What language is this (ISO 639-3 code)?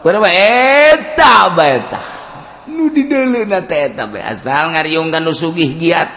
sun